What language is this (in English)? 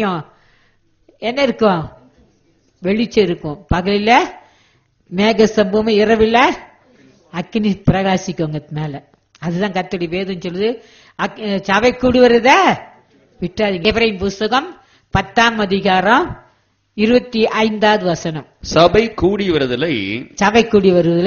Tamil